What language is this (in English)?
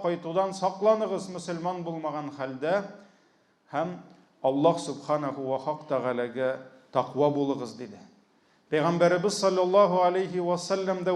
Tatar